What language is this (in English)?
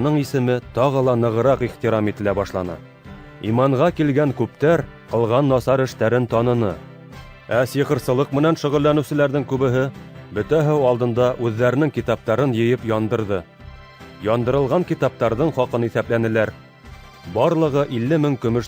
Bashkir